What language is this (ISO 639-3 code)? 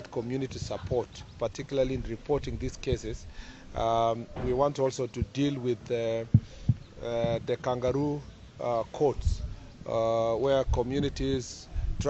guz